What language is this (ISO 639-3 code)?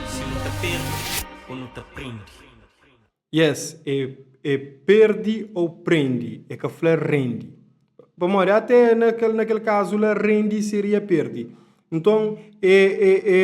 kea